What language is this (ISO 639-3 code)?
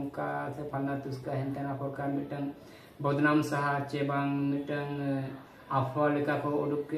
sat